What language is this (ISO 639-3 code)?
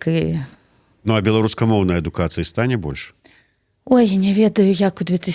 bel